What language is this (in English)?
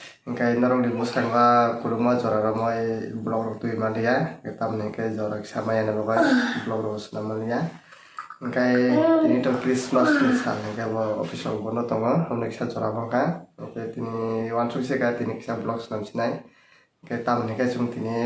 Kok Borok